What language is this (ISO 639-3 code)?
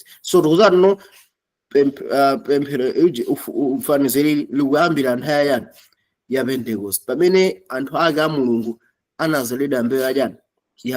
nya